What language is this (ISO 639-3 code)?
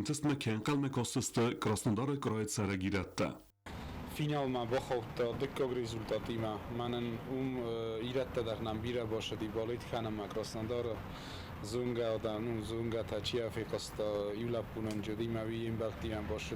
oss